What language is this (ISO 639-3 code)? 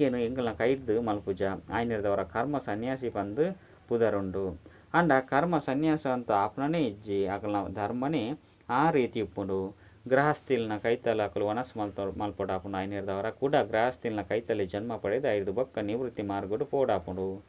tcy